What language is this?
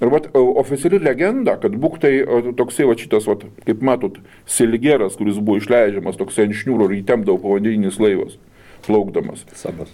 Lithuanian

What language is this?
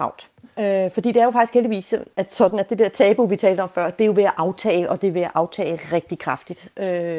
Danish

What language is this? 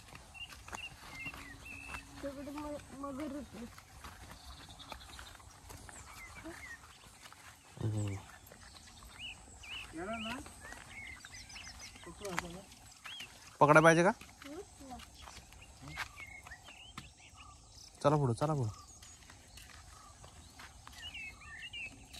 Marathi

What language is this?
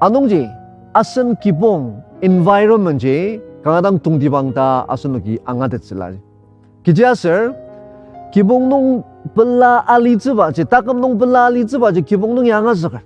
Ao Naga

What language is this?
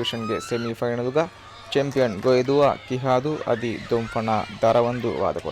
Divehi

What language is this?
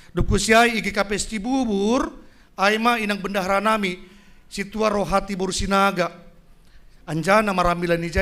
Batak Simalungun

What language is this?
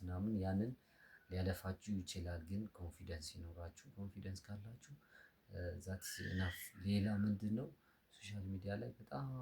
Amharic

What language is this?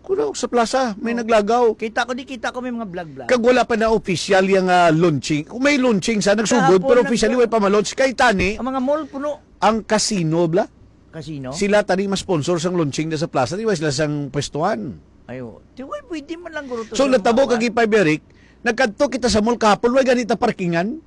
Hiligaynon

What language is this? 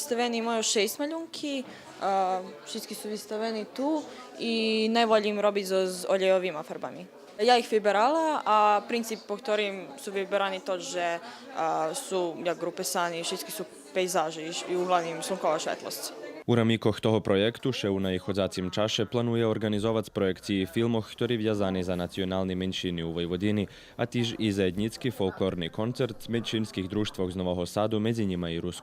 Rusyn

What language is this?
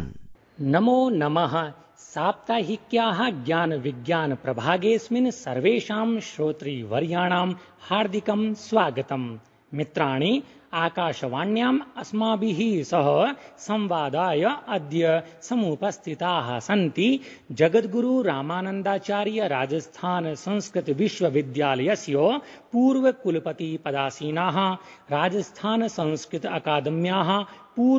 Sanskrit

